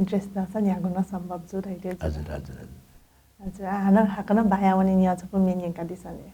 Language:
Newari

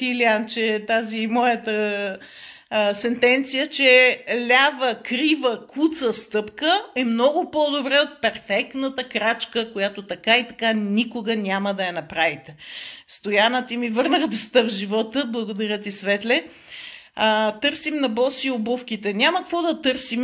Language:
Bulgarian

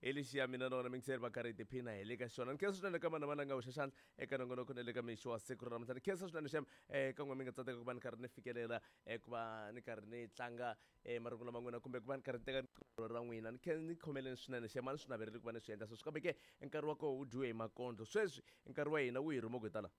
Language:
Tsonga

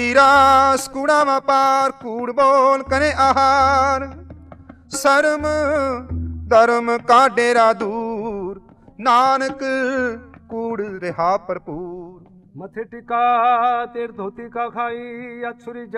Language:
Punjabi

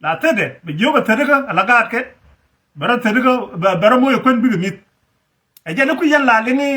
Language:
Nuer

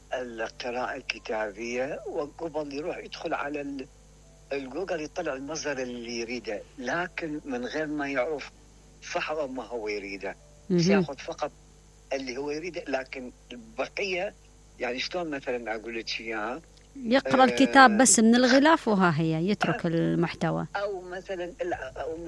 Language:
Mesopotamian Arabic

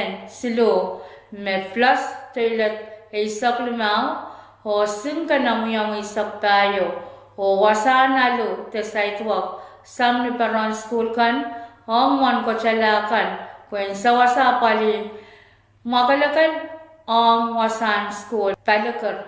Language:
Pohnpeian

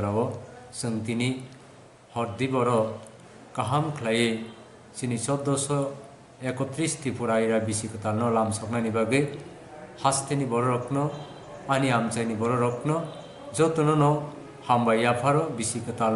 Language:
Kok Borok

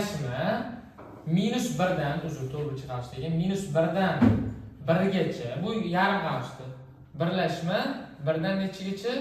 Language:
Uzbek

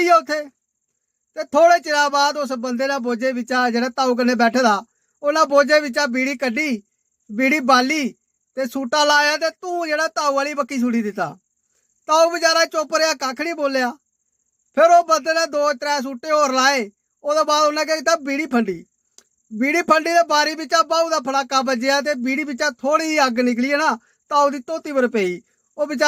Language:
Dogri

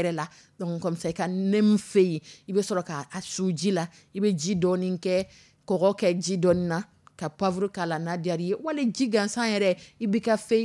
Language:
Dyula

